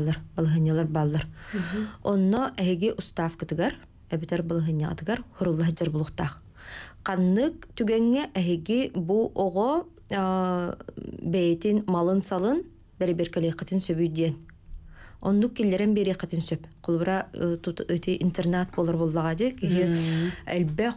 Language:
Yakut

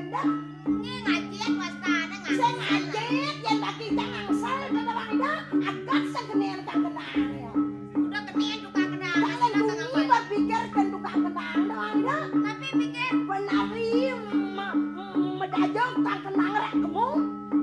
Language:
Balinese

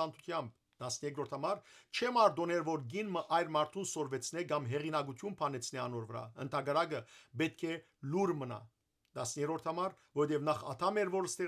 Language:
Western Armenian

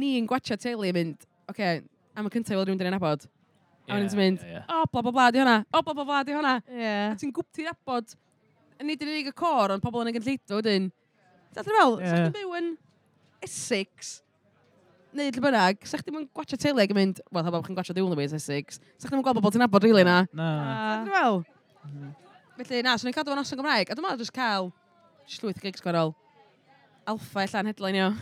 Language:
Welsh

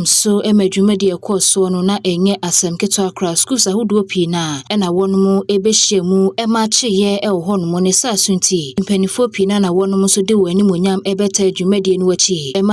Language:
Akan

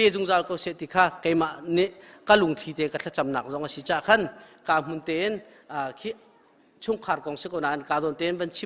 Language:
Hakha Chin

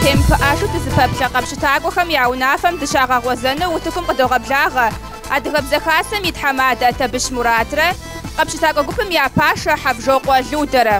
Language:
Kabardian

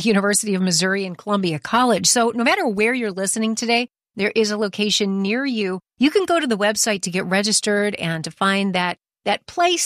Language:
English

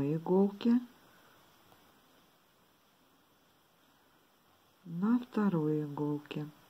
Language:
Russian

